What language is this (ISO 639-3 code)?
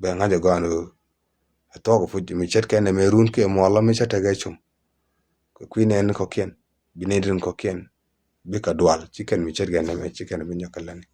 nus